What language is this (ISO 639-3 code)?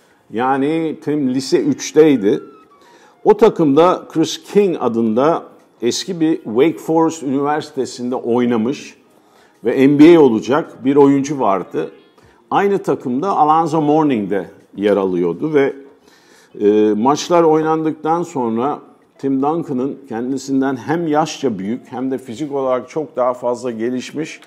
tur